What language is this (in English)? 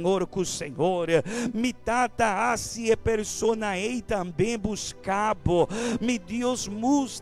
Papiamento